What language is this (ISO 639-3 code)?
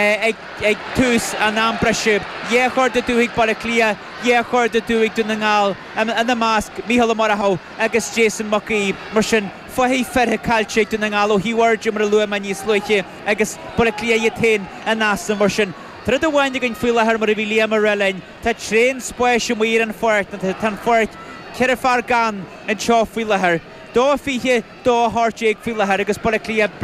gle